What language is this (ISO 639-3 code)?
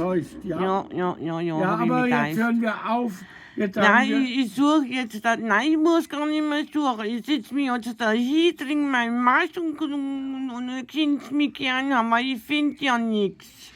bar